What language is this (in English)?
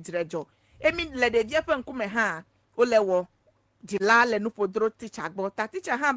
Ewe